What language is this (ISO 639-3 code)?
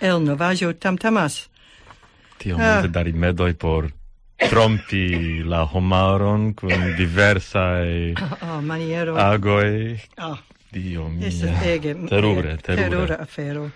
epo